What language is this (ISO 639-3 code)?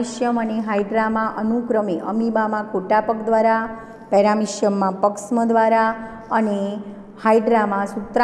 guj